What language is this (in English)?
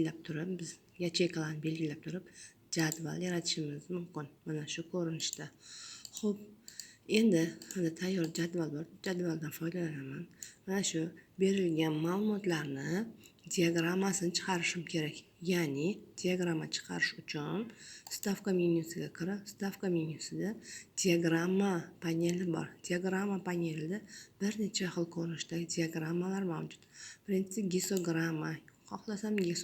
Uzbek